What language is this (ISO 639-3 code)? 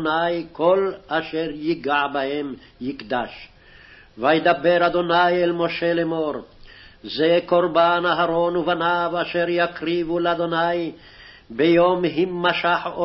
heb